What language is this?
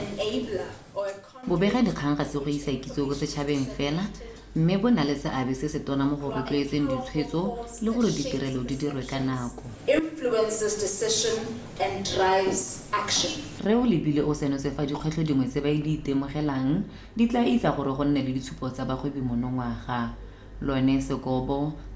Tswana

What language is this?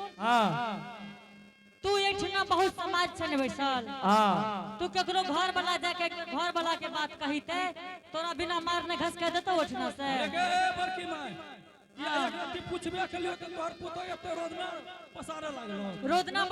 Angika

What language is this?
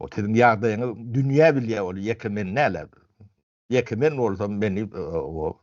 Turkmen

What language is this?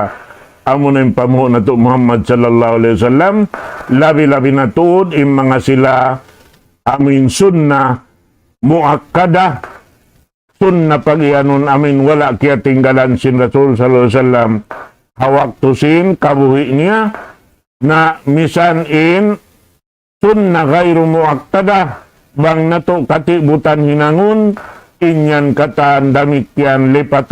Tausug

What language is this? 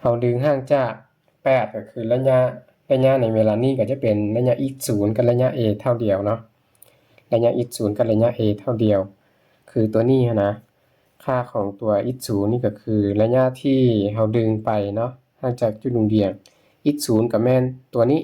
Lao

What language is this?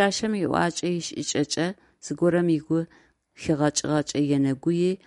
Adyghe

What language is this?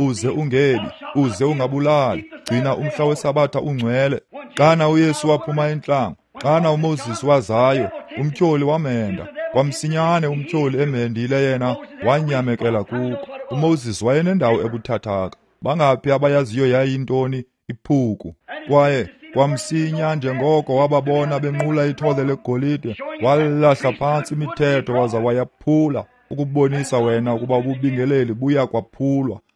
Xhosa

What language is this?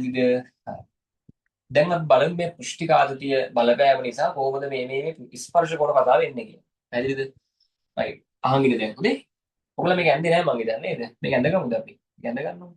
Sinhala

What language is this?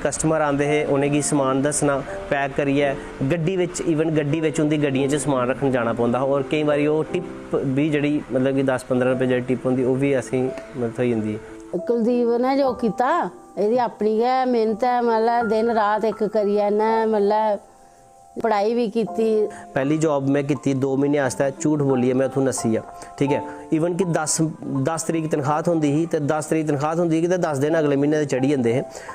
Dogri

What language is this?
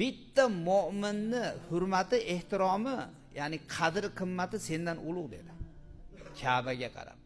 Uzbek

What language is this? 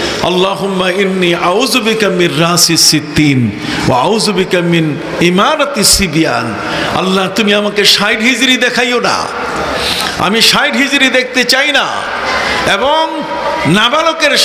Bangla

